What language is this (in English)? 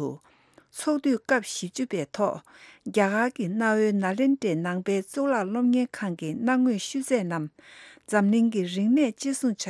Tibetan